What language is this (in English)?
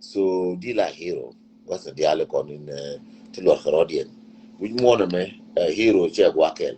Nuer